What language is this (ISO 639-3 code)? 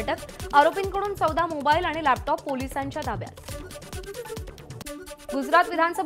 mar